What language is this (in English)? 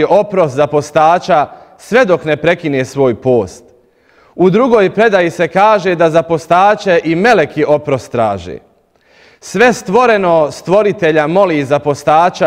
Bosnian